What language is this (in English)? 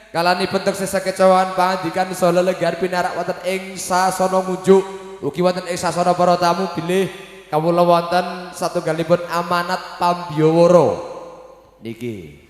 Javanese